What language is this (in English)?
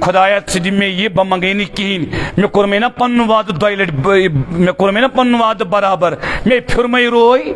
Kashmiri